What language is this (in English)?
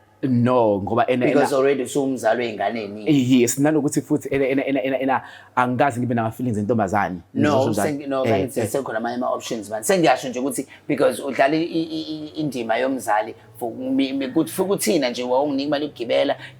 Zulu